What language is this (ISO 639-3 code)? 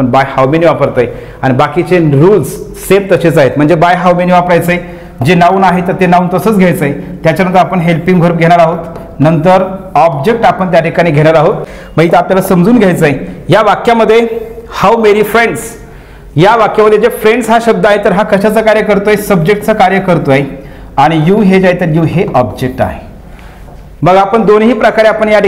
mar